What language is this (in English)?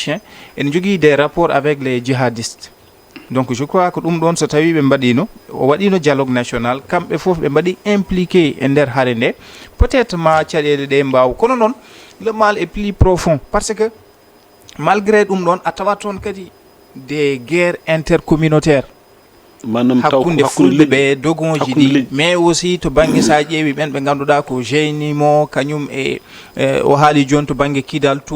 Fula